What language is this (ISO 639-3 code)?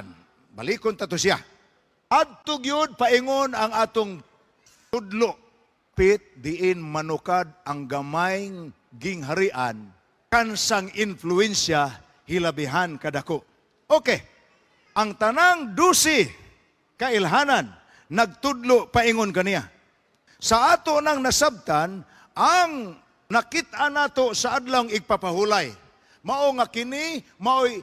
ceb